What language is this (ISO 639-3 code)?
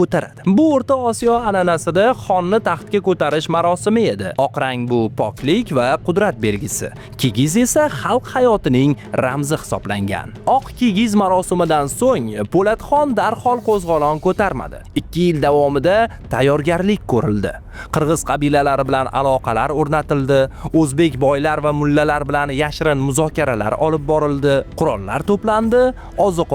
uzb